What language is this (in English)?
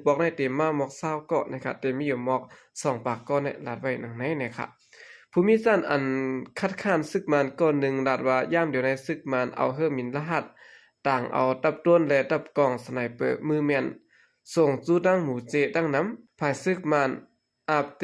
Shan